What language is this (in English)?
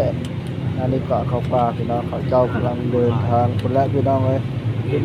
Northeastern Thai